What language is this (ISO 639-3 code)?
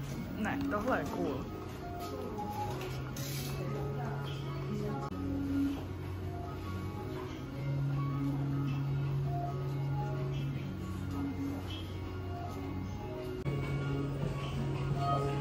ces